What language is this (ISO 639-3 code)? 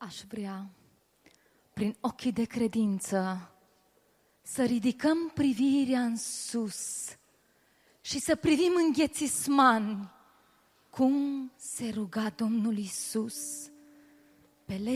ron